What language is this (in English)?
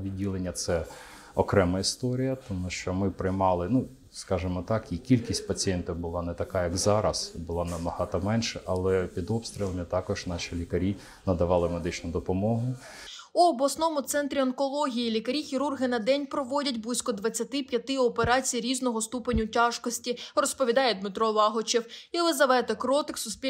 Ukrainian